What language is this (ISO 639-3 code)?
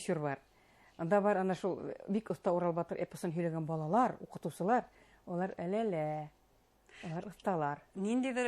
bak